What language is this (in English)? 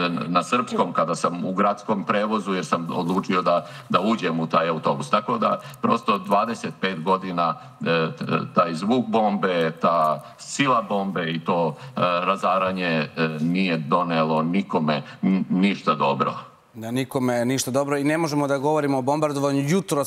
Serbian